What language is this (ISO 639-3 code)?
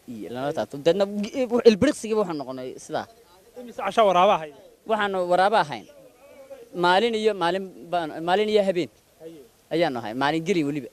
som